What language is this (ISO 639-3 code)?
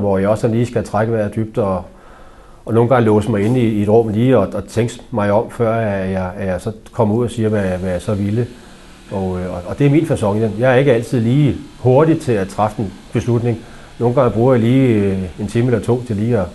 dan